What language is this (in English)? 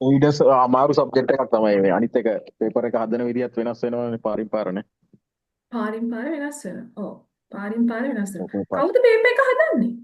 Sinhala